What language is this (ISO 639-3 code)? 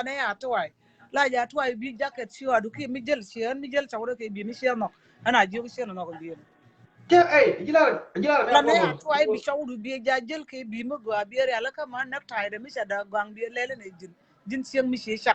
nus